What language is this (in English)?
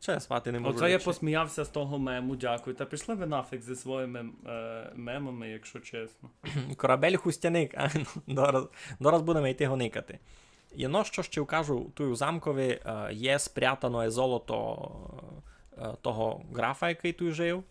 Rusyn